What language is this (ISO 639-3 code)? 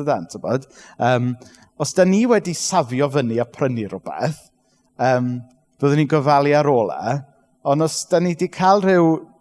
cym